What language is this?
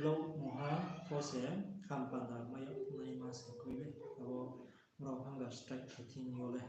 Riang (India)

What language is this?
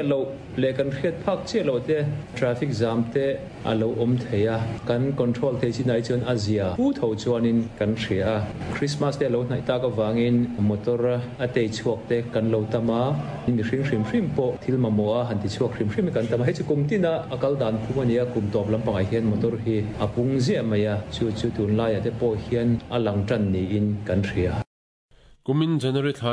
Mizo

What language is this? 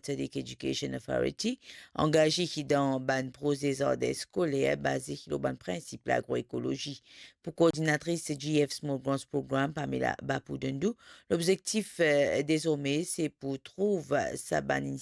Morisyen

